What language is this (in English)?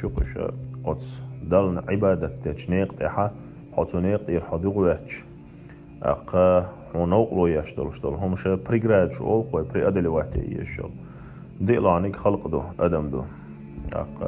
Chechen